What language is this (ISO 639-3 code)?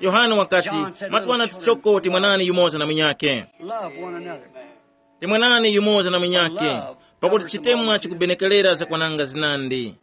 tum